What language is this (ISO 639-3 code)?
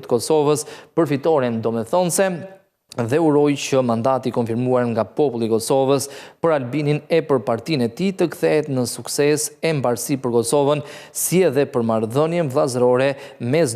sqi